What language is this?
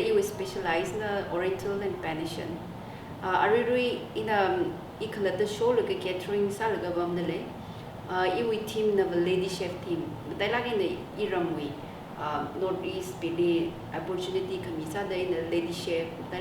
Tangkhul Naga (India)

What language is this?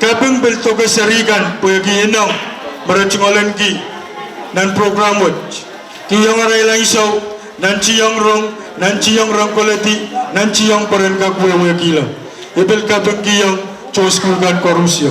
Pohnpeian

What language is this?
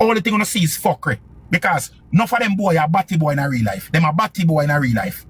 Jamaican Creole English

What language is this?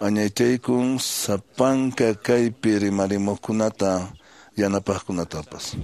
Quechua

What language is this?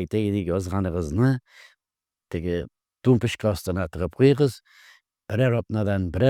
Tatar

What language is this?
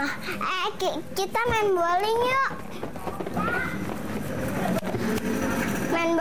Indonesian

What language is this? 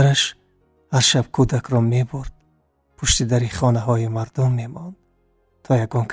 Tajik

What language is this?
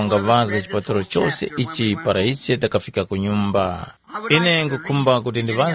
Tumbuka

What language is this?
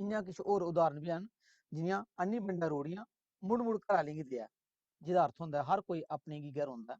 Dogri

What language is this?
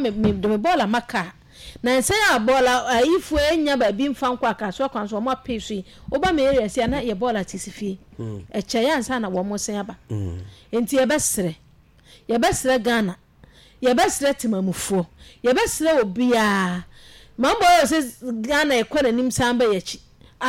Akan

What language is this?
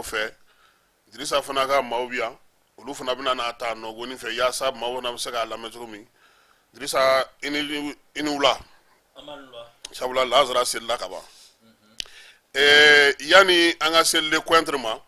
Bambara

